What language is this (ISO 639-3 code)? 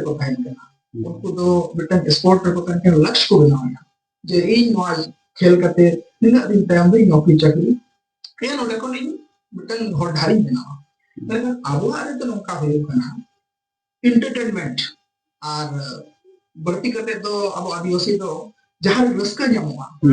sat